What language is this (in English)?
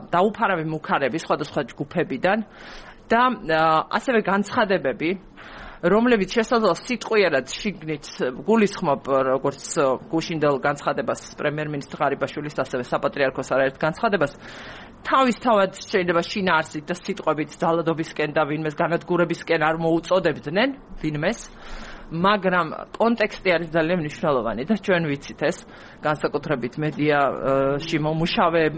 Georgian